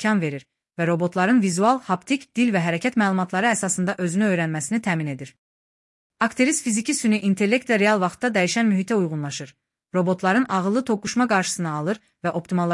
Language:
Azerbaijani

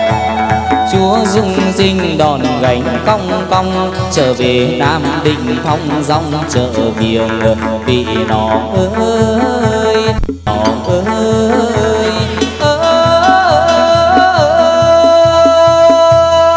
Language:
Vietnamese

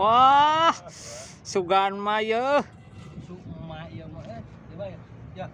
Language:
Sundanese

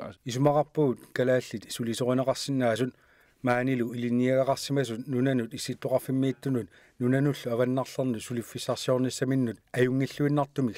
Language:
Kalaallisut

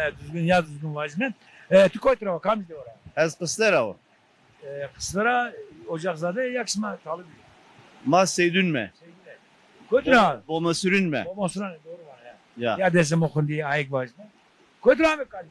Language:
Zaza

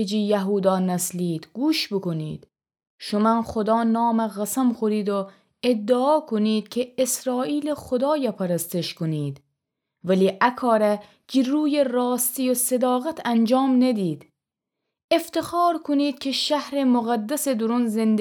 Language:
Gilaki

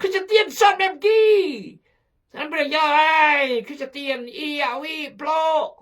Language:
Khmu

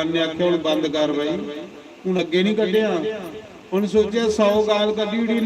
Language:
Dogri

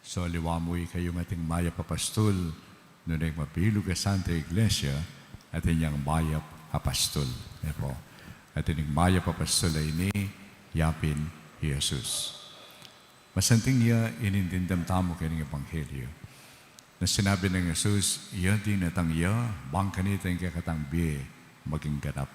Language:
Pampanga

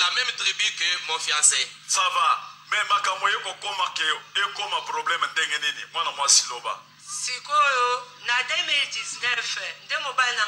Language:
Lingala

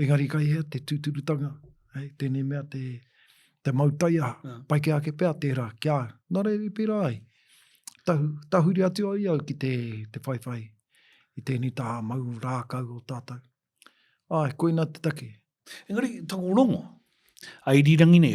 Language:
Māori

